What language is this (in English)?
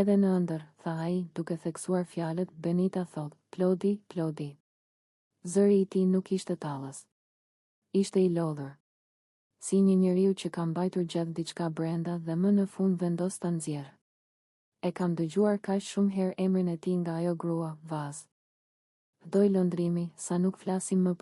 Albanian